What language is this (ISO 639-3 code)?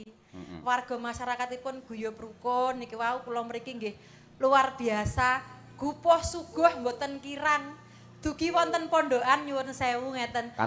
jav